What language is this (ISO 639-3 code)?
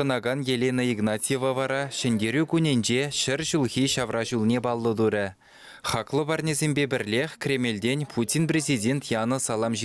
chv